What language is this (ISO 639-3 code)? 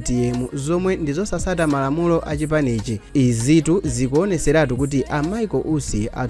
nya